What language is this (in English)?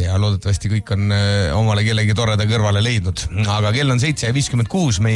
Estonian